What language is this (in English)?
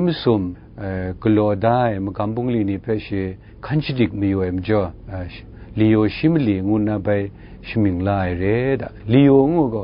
Kachin